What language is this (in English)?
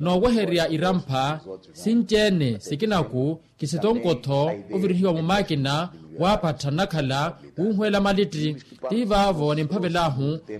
Makhuwa